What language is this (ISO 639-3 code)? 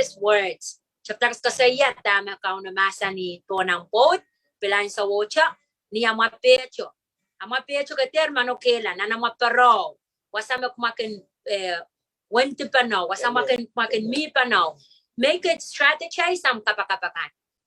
pon